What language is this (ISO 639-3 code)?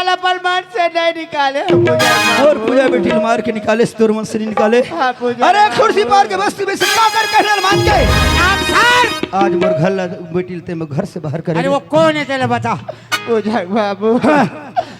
hne